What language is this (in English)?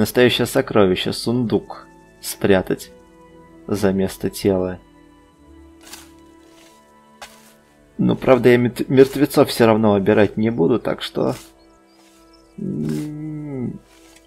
Russian